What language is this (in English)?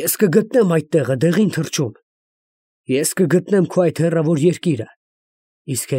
Armenian